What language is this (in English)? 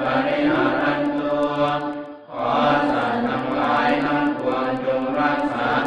Pali